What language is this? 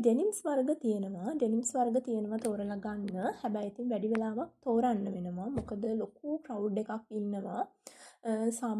Sinhala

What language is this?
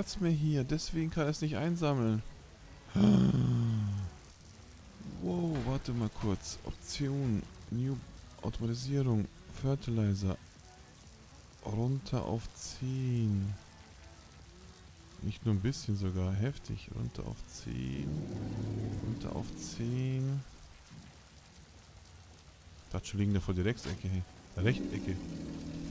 German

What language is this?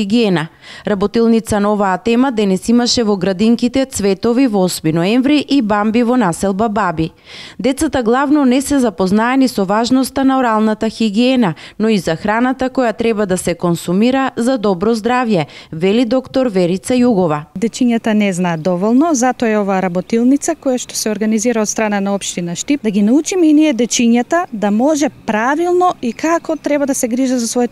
Macedonian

